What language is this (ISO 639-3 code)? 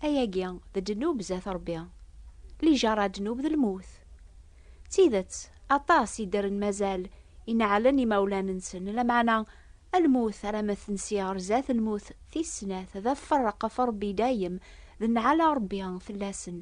kab